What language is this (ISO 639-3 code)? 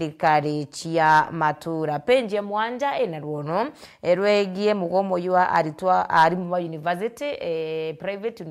mer